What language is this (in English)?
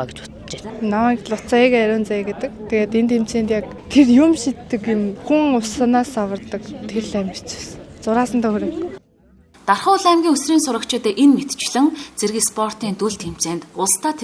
Mongolian